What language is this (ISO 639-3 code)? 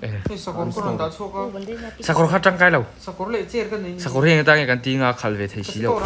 lus